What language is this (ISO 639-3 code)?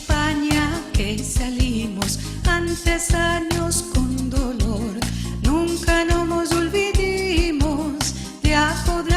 lad